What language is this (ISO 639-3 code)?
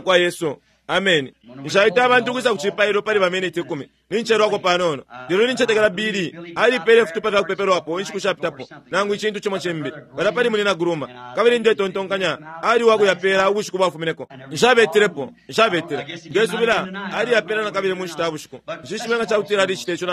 bem